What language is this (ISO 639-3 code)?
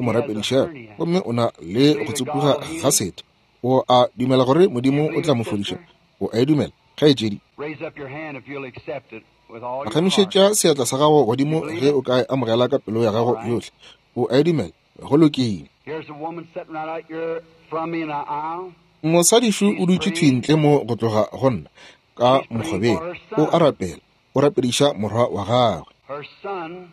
nso